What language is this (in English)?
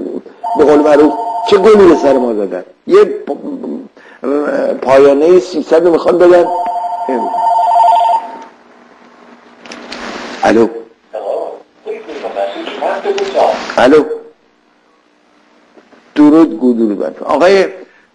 Persian